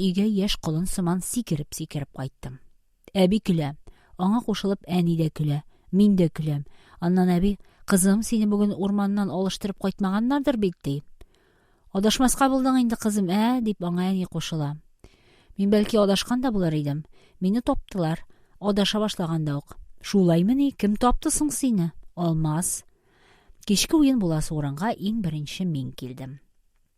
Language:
Tatar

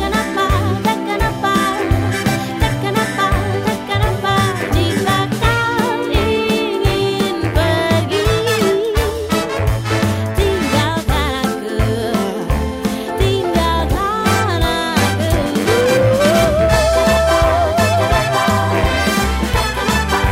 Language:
Indonesian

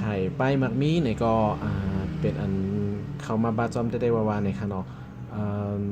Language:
Shan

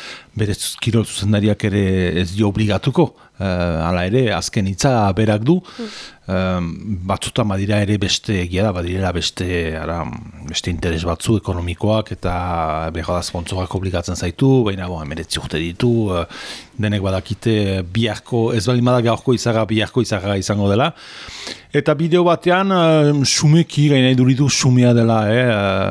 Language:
Basque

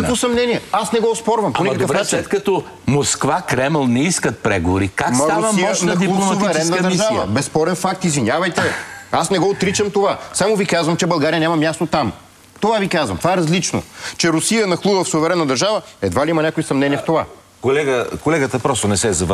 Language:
Bulgarian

